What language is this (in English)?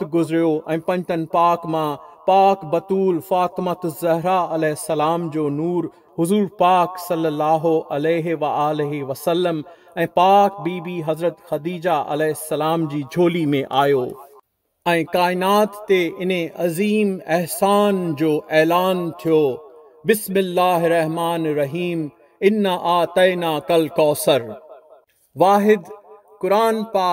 Sindhi